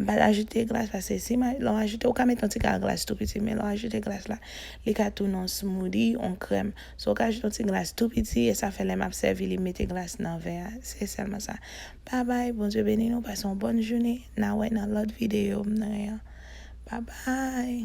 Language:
Haitian Creole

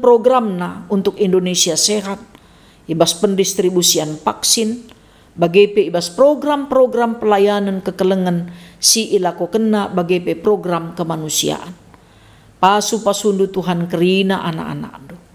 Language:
Batak Karo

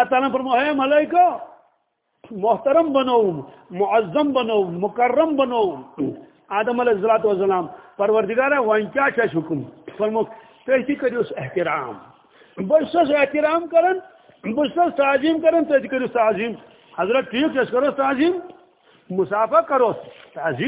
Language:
Kashmiri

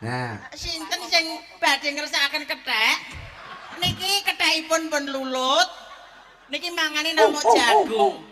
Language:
Javanese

